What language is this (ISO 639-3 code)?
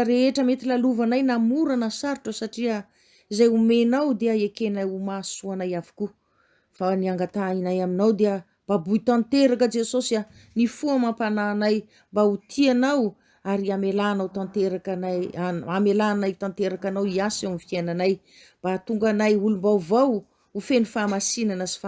mlg